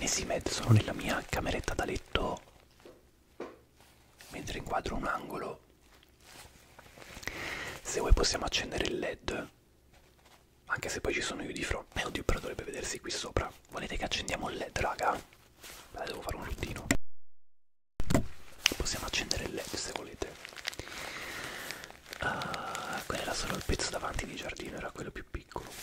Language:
Italian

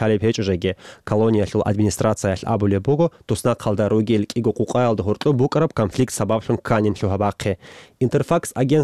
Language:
Avaric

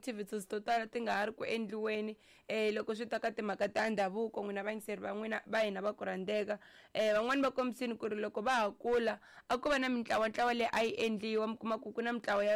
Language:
Tsonga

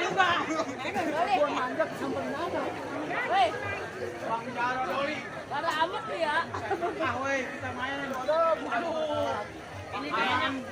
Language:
Betawi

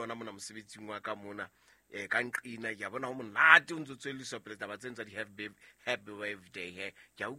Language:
Southern Sotho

